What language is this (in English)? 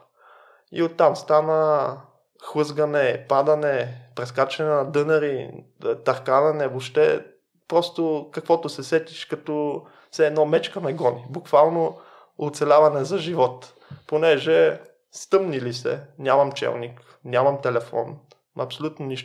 Bulgarian